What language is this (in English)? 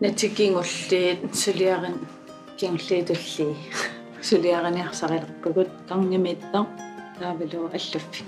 Kalaallisut